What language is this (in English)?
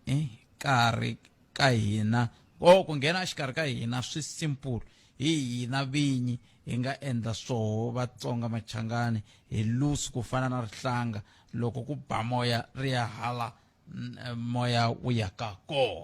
Tsonga